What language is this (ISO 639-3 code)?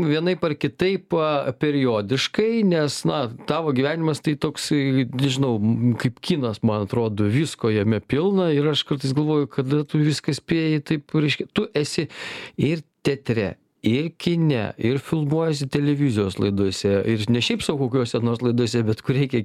lit